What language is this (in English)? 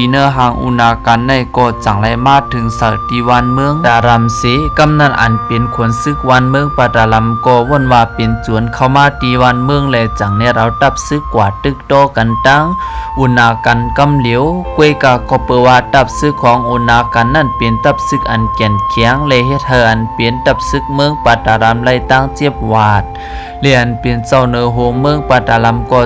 Shan